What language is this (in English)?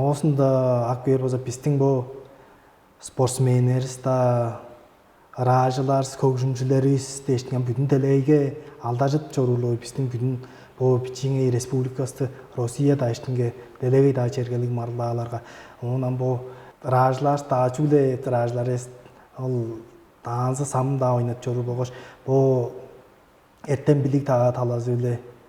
Tuvinian